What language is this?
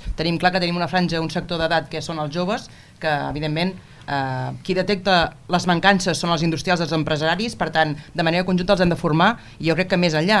Catalan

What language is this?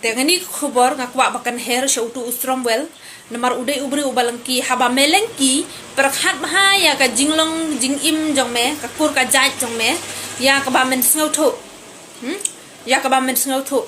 Khasi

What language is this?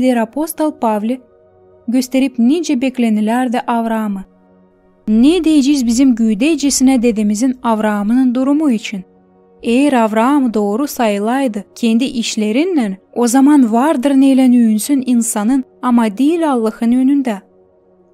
Gagauz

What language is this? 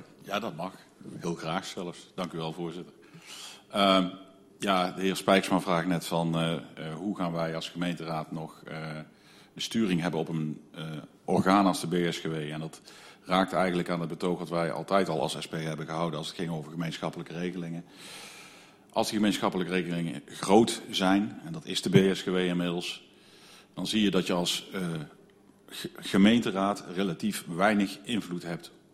Dutch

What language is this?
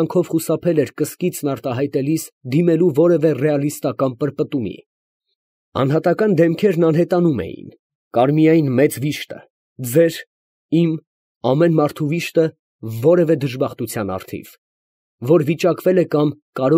Armenian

